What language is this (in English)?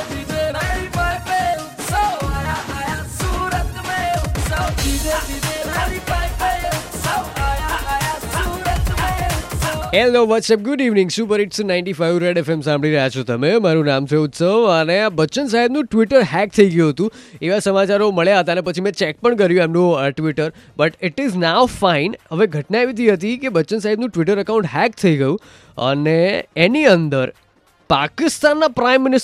Gujarati